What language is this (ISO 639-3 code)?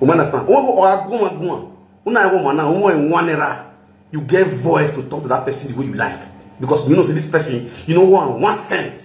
pcm